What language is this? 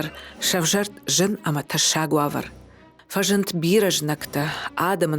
Ossetic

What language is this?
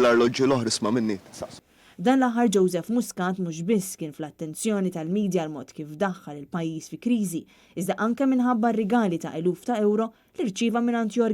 Maltese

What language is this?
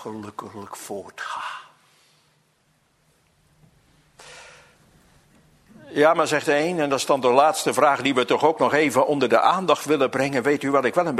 Dutch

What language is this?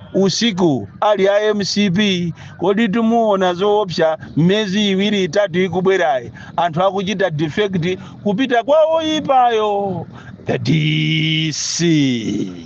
Nyanja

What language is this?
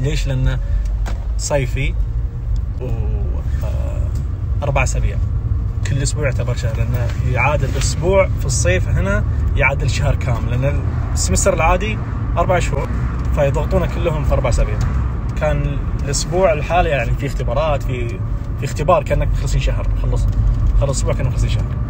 Najdi Arabic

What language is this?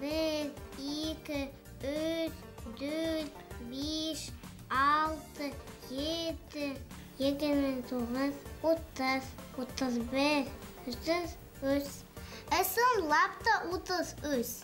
Bashkir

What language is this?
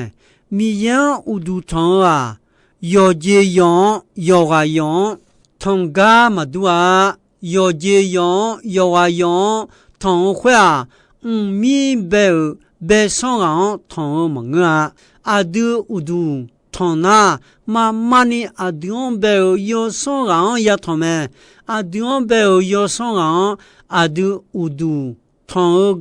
Akha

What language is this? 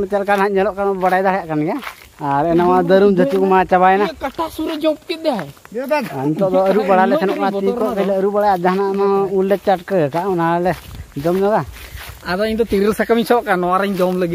Santali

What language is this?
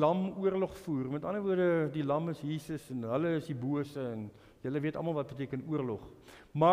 Afrikaans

